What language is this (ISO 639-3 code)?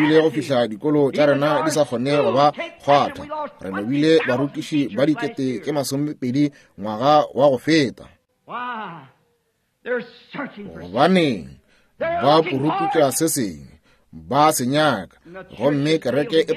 nso